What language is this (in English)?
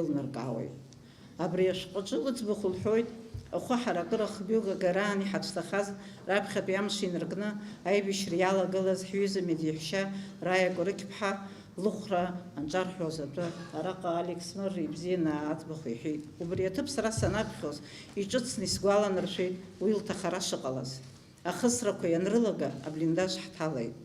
Abkhazian